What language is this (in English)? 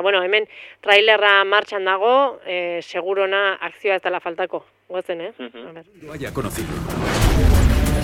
Basque